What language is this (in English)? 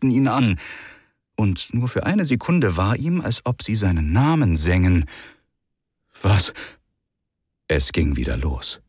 German